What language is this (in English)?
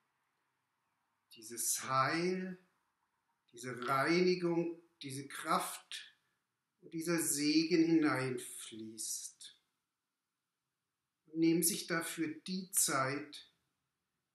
German